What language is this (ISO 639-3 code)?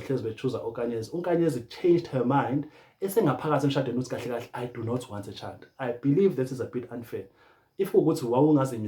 zul